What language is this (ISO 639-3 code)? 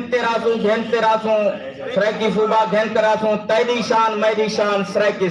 skr